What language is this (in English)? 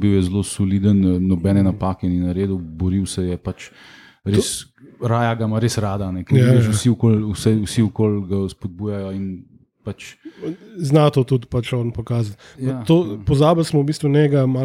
Slovenian